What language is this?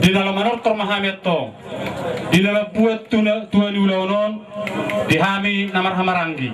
Batak Toba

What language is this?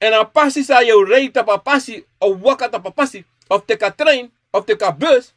Sranan Tongo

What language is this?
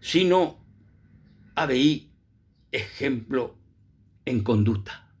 Guarani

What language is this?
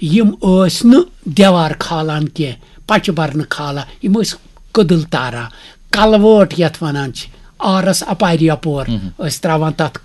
Kashmiri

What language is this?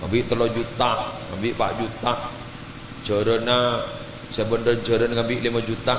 Madurese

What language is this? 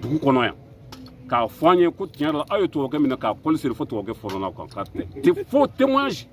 Bambara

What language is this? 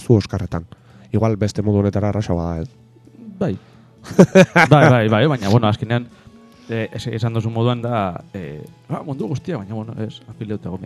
Basque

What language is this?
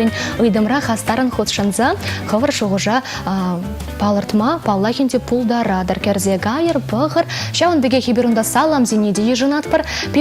Chuvash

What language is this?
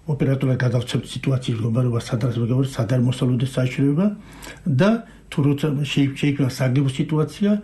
Georgian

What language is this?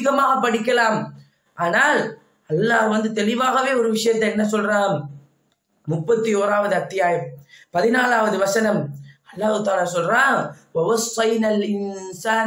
Tamil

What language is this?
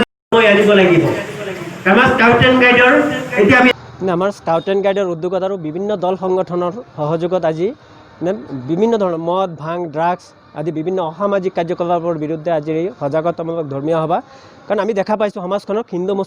Assamese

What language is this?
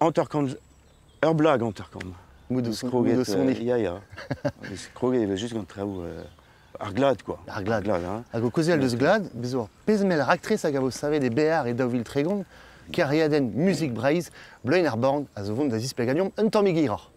Breton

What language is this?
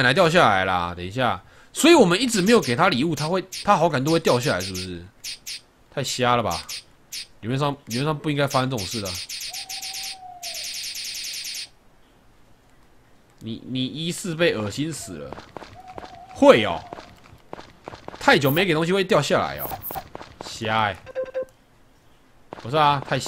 Chinese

